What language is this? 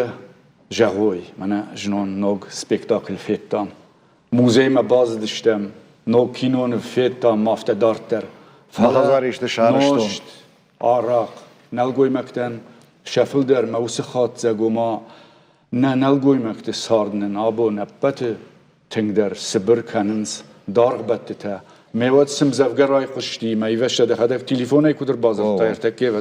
Ossetic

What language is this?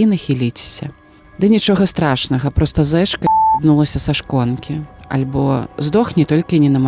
Belarusian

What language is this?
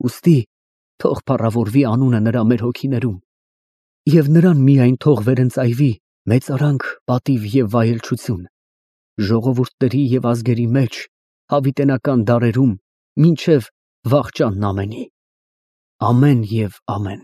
Armenian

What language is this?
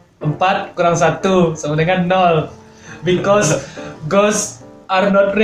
Minangkabau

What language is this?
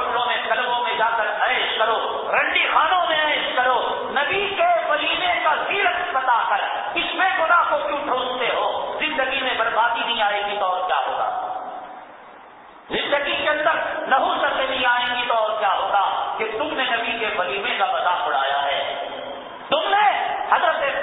Urdu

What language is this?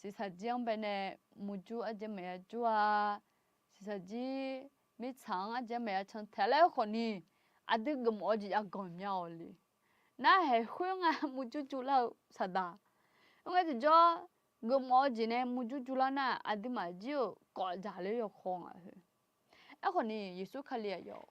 Akha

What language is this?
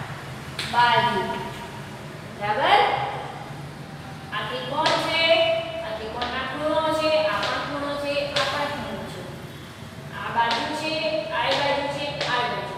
Gujarati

